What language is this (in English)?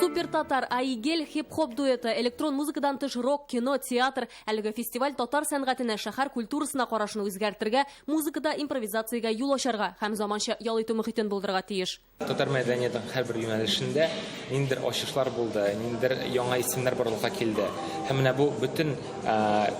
Tatar